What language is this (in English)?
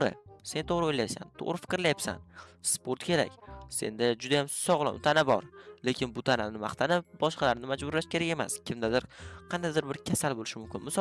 Uzbek